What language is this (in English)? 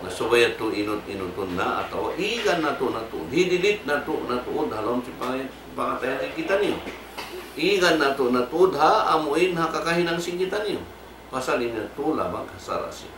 Tausug